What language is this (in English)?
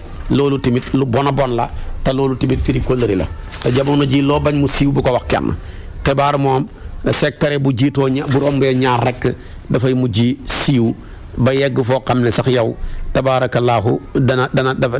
Wolof